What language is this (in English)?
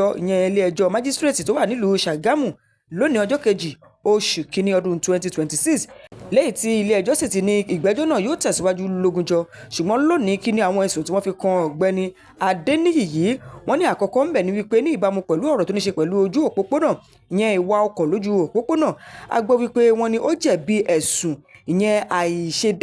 Yoruba